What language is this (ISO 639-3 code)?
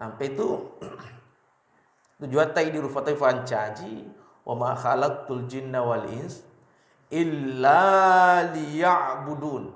bug